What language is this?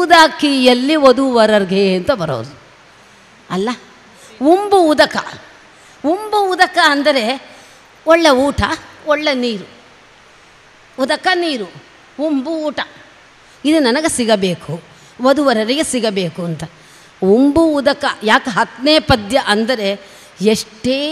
Kannada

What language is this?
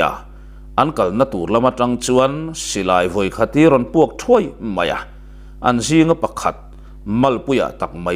Mizo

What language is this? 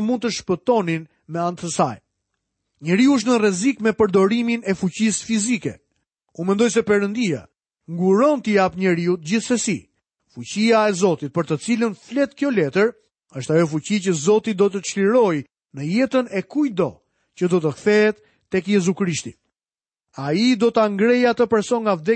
Albanian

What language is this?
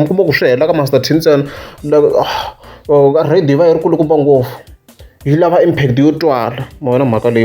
Tsonga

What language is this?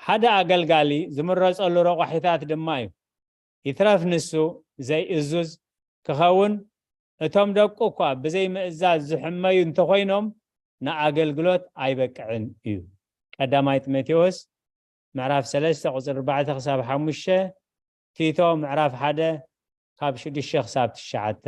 Tigrinya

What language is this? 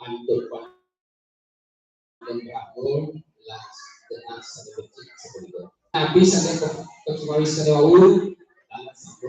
Balinese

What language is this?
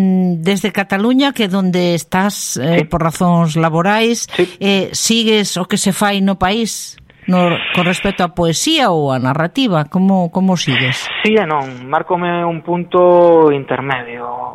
Galician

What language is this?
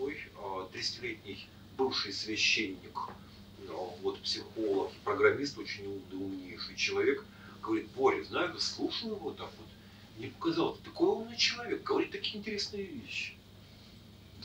Russian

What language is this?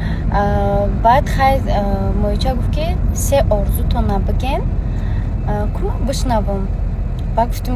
Tajik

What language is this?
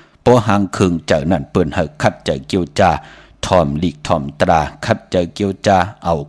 Shan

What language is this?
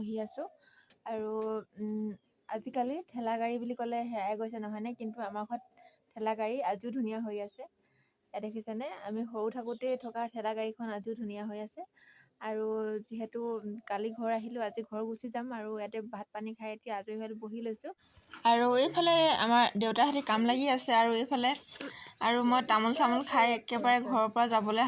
Assamese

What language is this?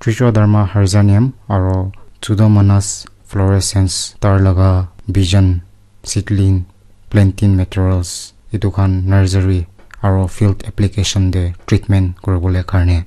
Naga Pidgin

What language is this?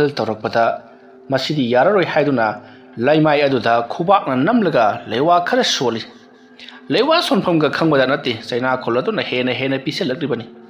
Manipuri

